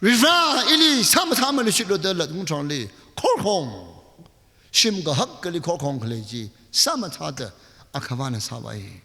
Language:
Tangkhul Naga (India)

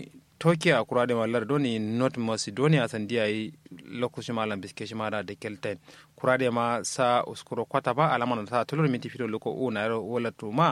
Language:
Kanuri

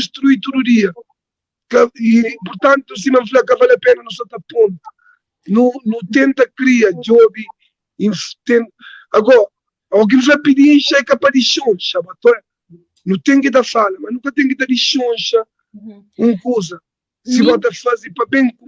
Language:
Kabuverdianu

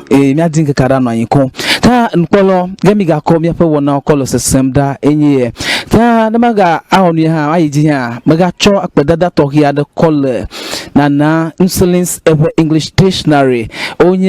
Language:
Ewe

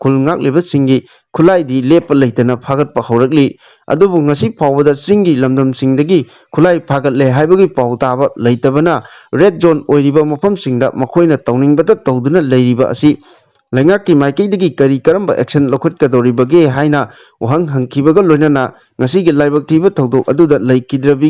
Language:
Manipuri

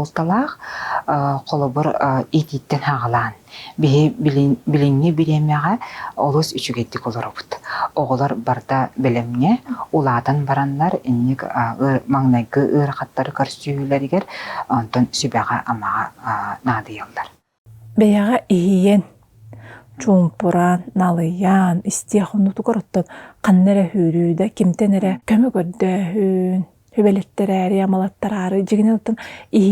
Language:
Yakut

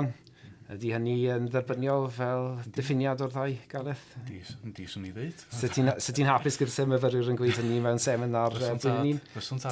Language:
Welsh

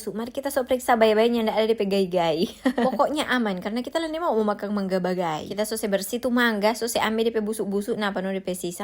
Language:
Manado Malay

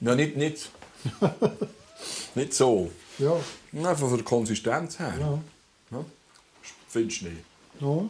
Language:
Swiss German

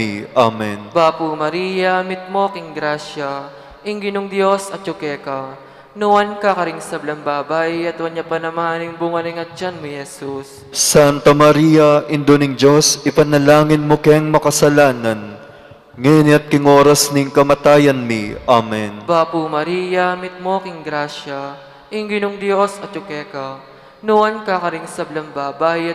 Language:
Pampanga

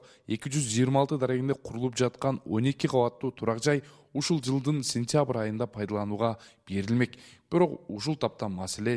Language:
Kyrgyz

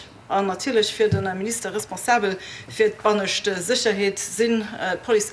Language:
Luxembourgish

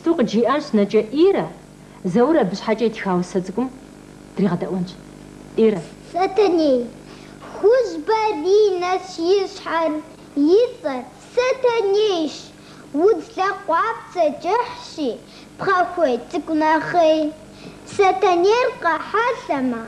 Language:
Kabardian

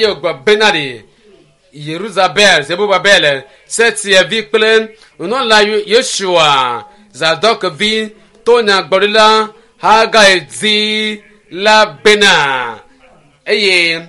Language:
Ewe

